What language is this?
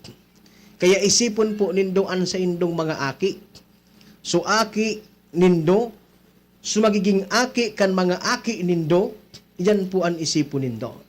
Bikol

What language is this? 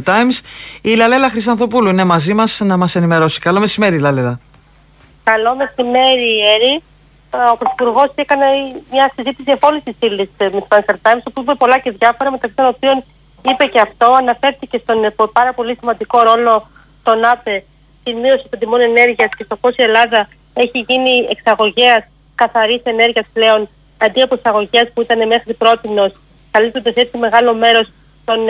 Greek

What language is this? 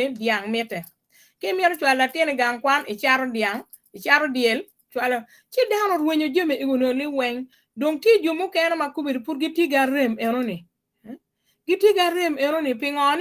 Acoli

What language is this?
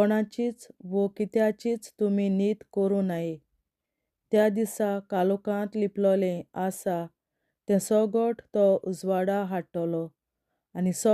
Konkani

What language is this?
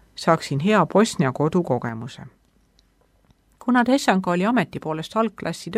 Estonian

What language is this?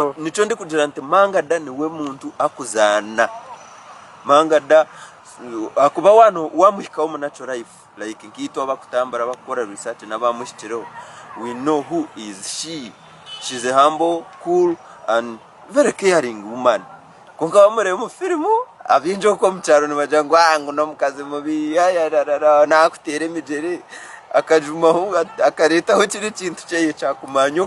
Nyankole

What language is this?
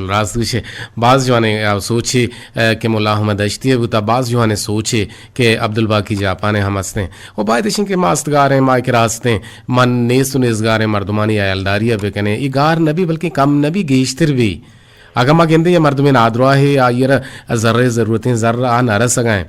Eastern Balochi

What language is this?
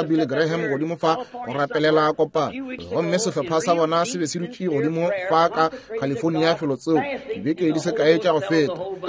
Northern Sotho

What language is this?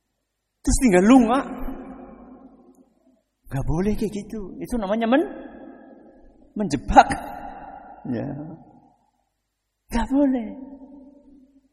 Indonesian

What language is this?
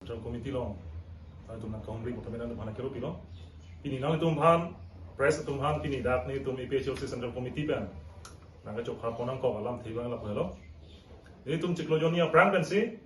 Karbi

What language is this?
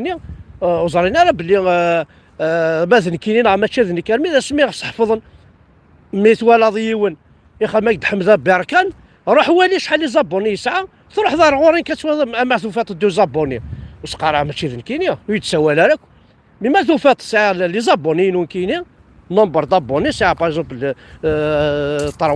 Kabyle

